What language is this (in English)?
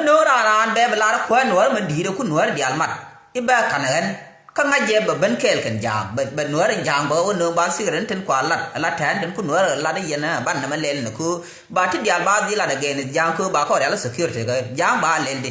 Nuer